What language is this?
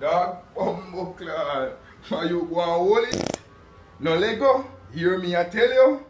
Jamaican Creole English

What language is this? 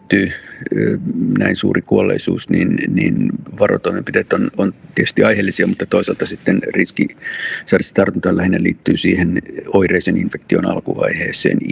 Finnish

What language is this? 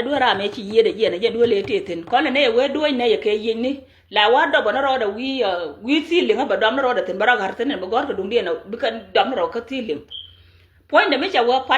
Nuer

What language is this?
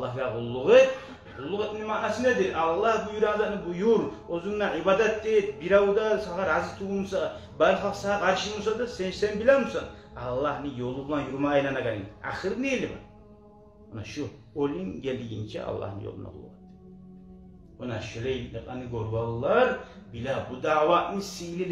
Kumyk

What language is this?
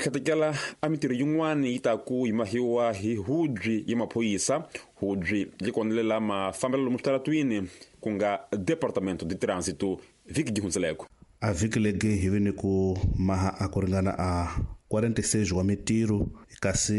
Tsonga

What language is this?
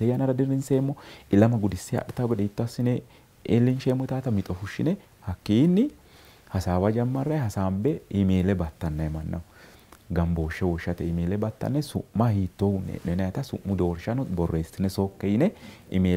Sidamo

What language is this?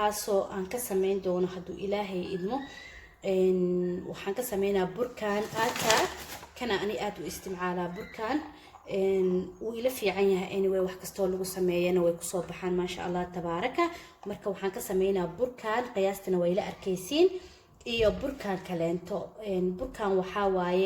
Somali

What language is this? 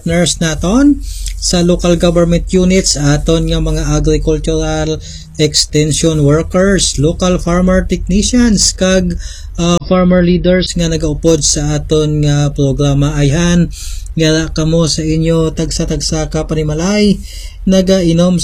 Hiligaynon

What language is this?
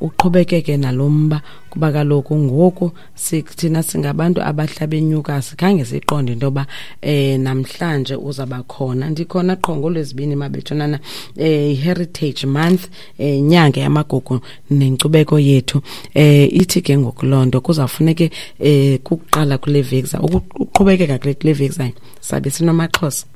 Xhosa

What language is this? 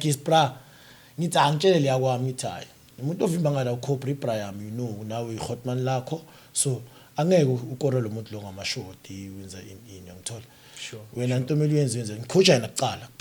Zulu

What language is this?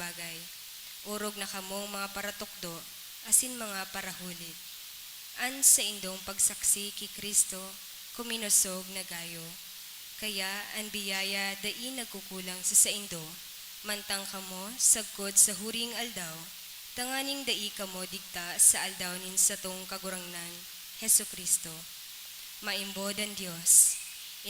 Bikol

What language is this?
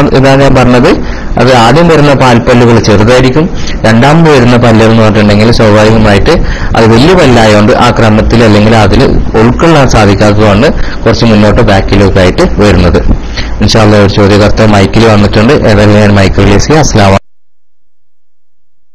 Malayalam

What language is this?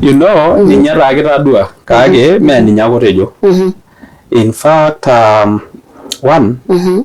Masai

